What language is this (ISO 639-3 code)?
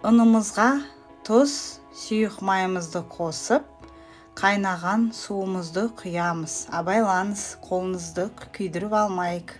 kaz